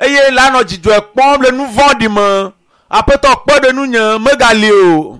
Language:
Ewe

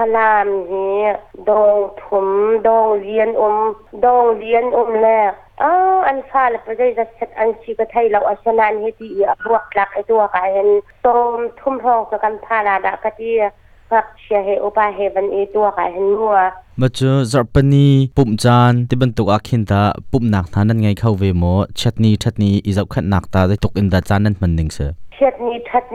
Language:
Hakha Chin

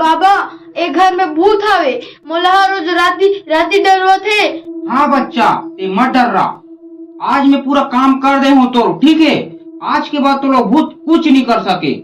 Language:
Chhattisgarhi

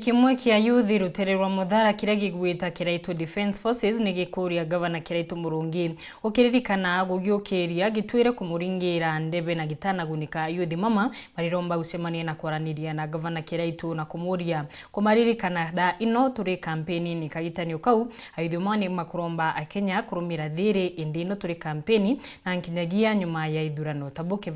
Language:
Meru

